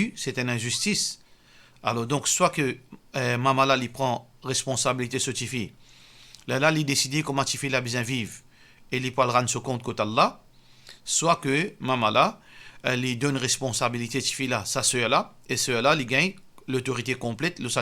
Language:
Morisyen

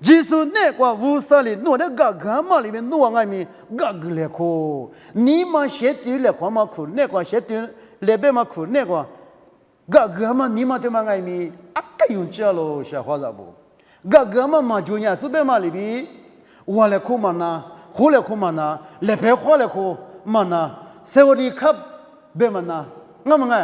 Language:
Lisu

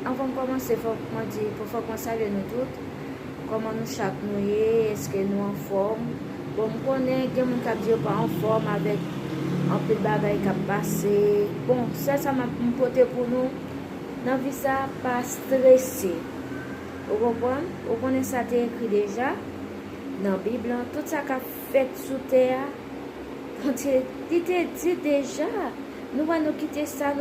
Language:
Haitian Creole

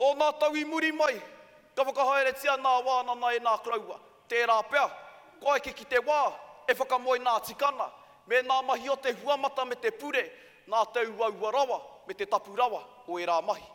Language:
Māori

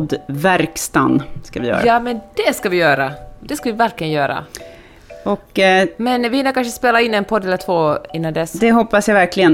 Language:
Swedish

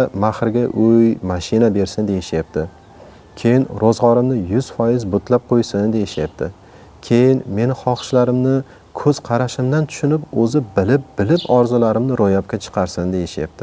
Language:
Uzbek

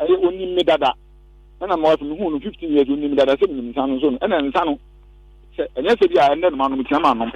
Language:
Akan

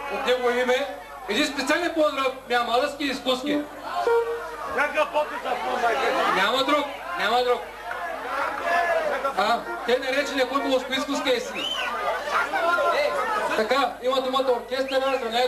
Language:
Bulgarian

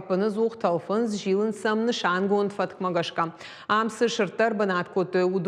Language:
Ossetic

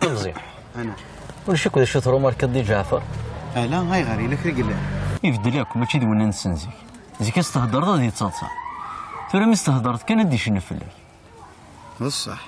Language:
Kabyle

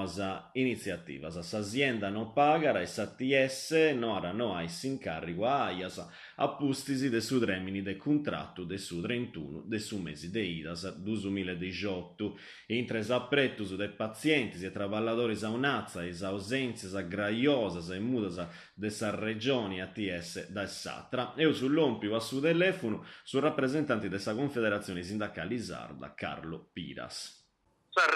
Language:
Sardinian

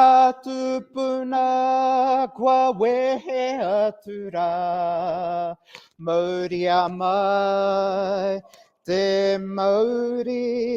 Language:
Māori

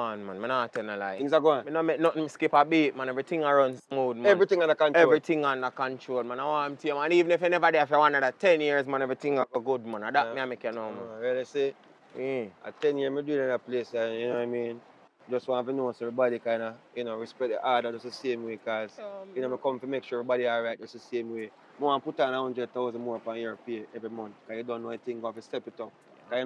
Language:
Jamaican Creole English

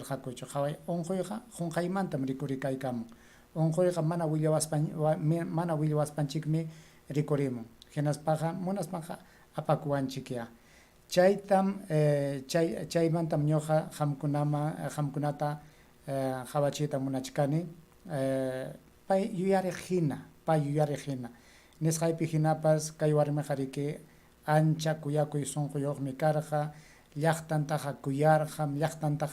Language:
Ayacucho Quechua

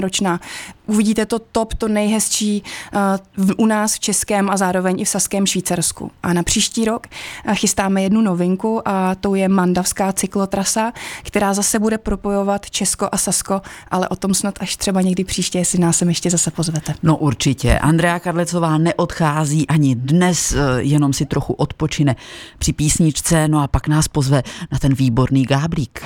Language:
Czech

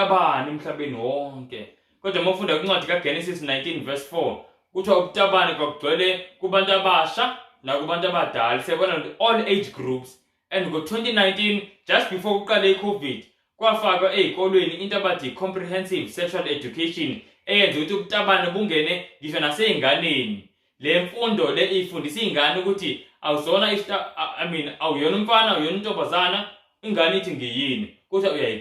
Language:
Zulu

